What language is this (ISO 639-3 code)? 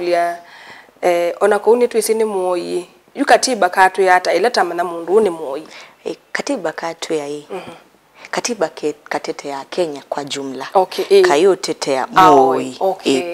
kam